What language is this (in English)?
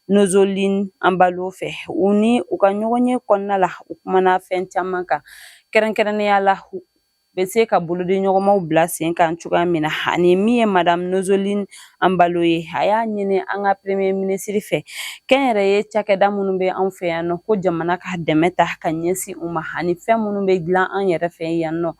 Bambara